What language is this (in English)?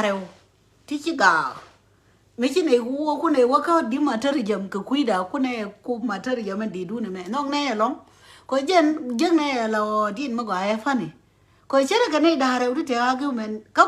Nuer